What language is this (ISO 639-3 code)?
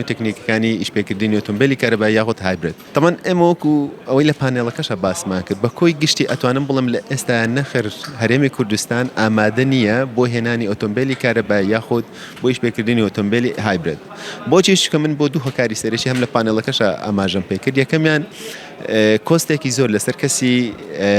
ckb